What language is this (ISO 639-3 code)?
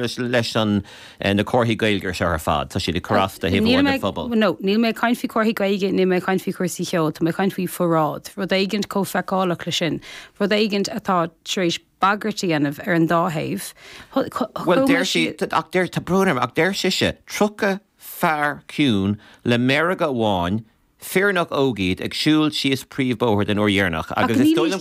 gle